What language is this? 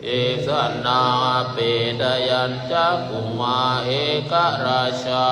Pali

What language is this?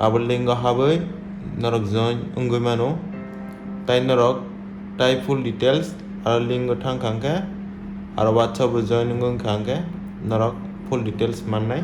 Kok Borok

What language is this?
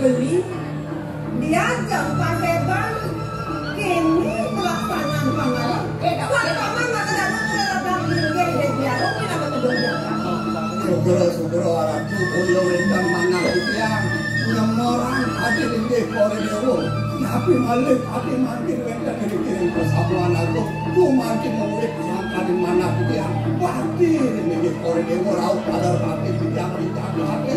Balinese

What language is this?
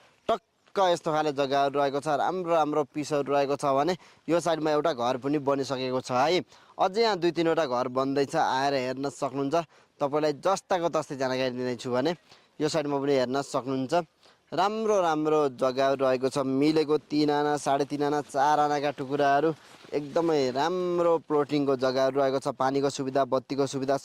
Nepali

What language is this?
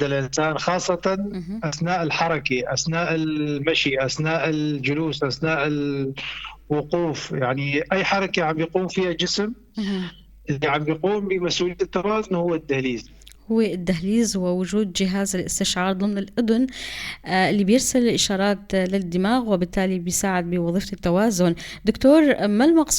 North Levantine Arabic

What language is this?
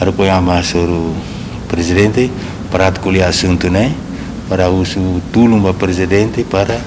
Tetum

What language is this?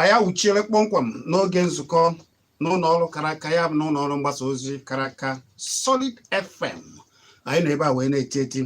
Igbo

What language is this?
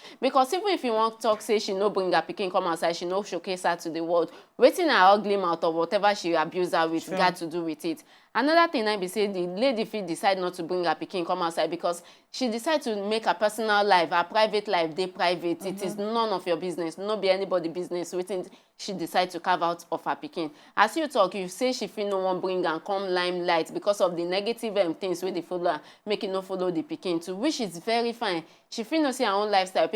Nigerian Pidgin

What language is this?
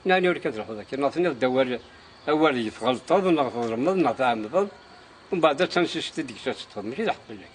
Kabyle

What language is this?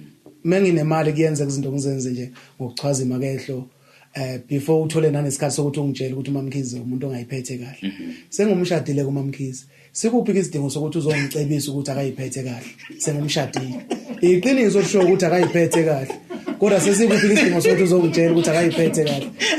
Zulu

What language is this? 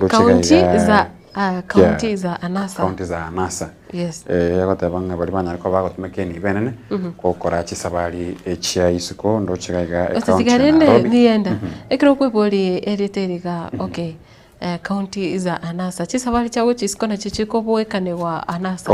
Gusii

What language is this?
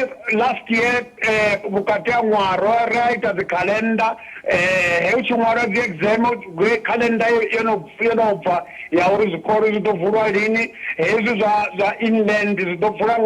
Venda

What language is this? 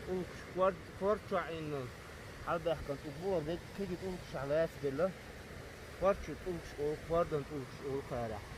Chechen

